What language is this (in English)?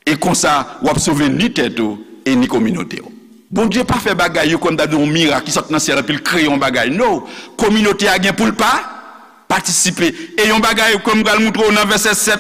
Haitian Creole